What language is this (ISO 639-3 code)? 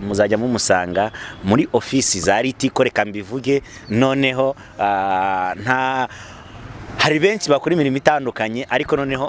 kin